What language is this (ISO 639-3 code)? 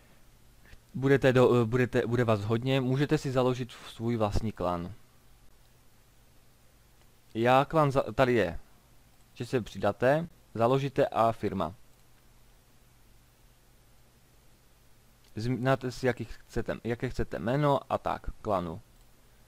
ces